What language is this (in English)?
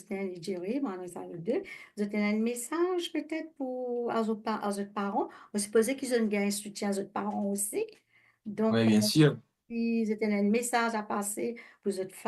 Morisyen